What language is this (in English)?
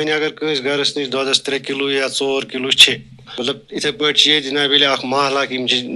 Kashmiri